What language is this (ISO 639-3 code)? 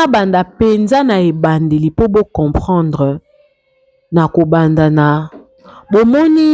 lin